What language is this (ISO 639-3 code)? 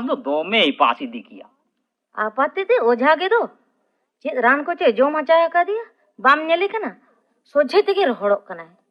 sat